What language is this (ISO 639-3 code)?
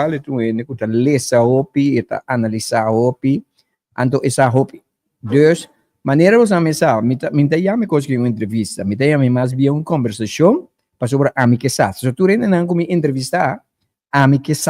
pap